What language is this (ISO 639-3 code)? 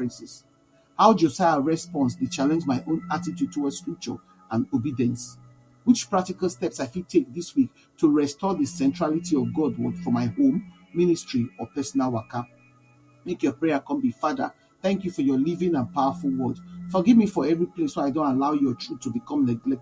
pcm